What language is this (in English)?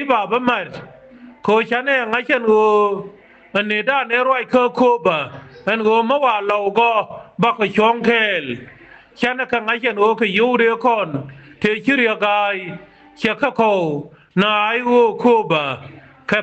Nuer